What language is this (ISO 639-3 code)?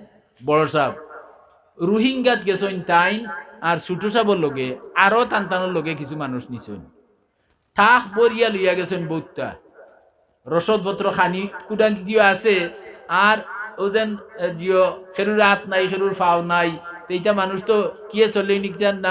syl